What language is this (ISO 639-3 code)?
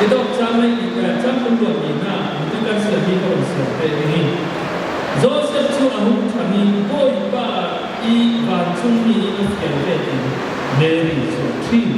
cfm